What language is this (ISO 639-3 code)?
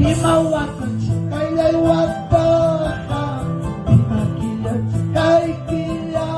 quy